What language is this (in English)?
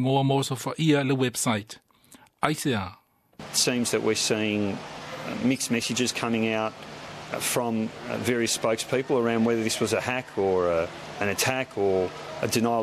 Samoan